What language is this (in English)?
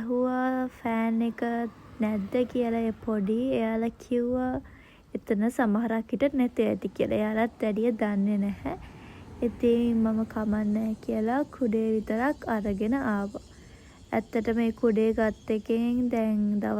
Sinhala